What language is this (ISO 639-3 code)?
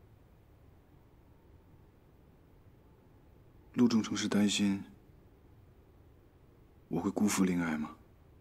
zho